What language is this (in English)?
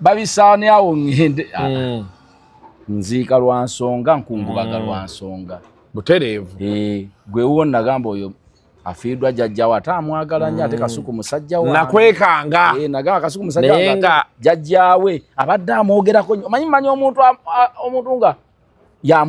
Ganda